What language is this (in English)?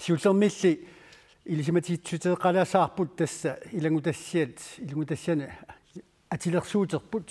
Kalaallisut